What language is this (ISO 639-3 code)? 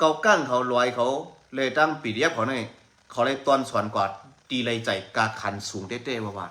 shn